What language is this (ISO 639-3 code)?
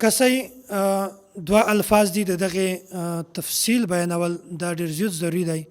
pus